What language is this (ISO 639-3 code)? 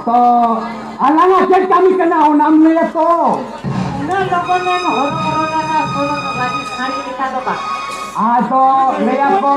sat